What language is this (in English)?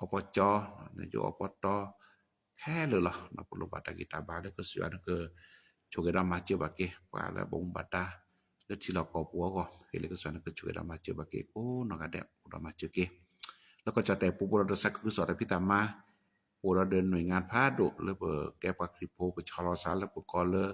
S'gaw Karen